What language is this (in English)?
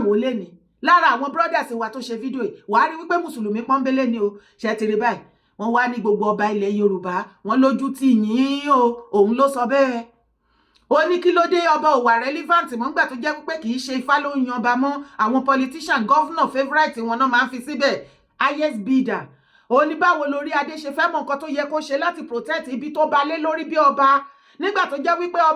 Yoruba